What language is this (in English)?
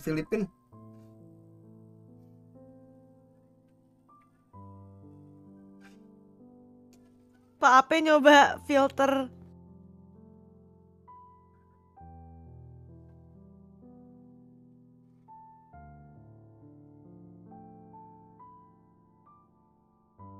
Indonesian